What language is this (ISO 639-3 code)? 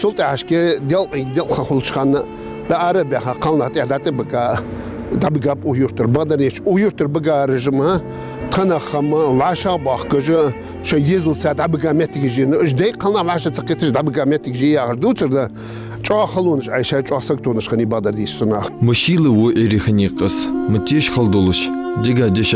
inh